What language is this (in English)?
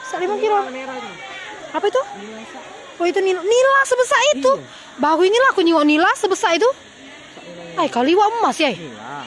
Musi